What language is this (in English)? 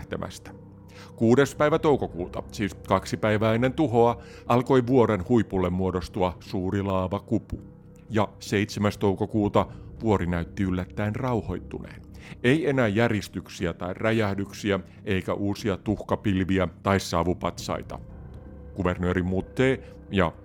Finnish